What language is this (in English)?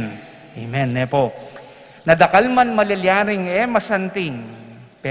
Pampanga